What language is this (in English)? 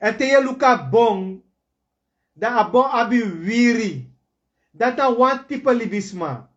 Sranan Tongo